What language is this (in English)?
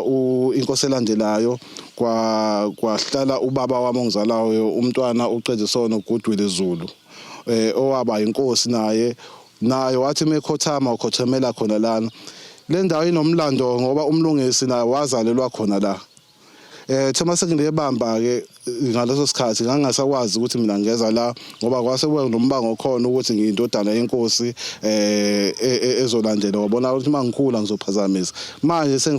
Zulu